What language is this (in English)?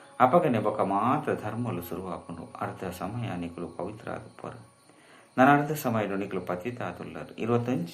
Tulu